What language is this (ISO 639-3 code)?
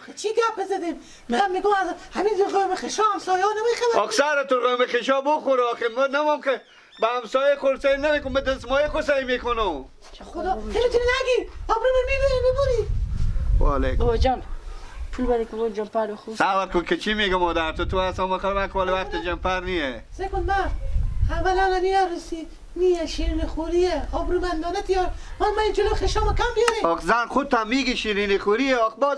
fas